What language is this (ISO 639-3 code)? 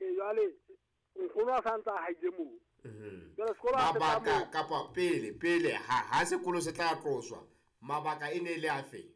sot